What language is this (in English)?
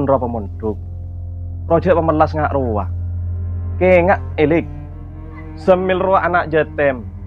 Madurese